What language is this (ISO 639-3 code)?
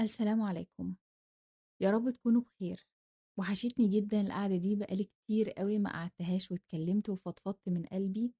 arz